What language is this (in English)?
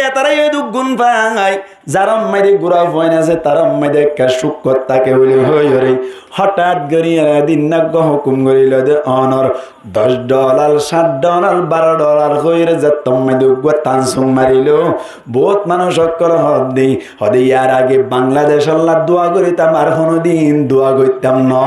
Rohingya